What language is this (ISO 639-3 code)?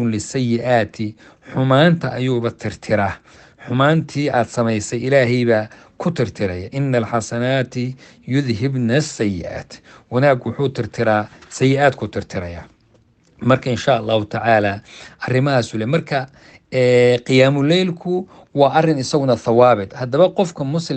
som